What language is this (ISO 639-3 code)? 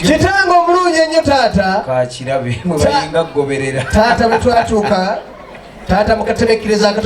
lug